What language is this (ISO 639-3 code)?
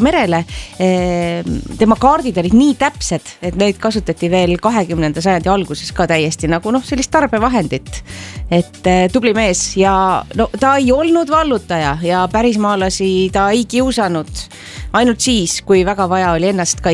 est